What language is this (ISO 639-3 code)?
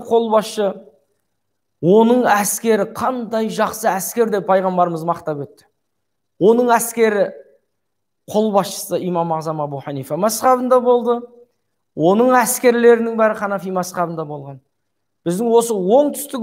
kaz